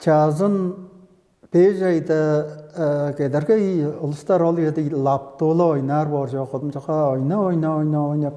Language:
Tuvinian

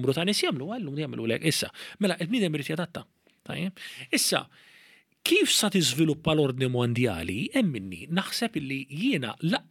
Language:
Maltese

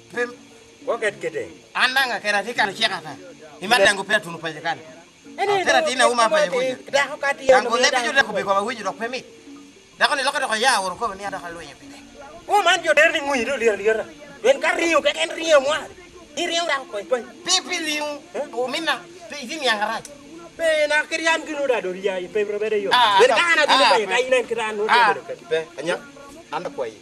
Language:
Lango (Uganda)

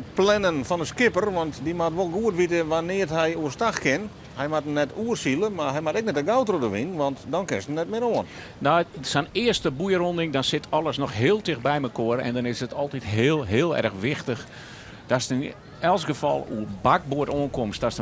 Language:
Western Frisian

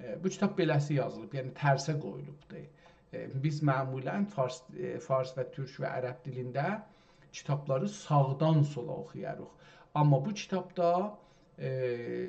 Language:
South Azerbaijani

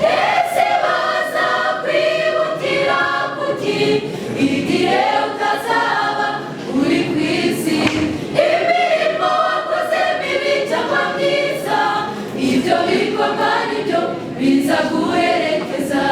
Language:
Kinyarwanda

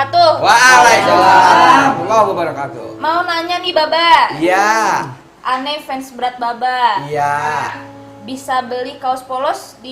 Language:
Betawi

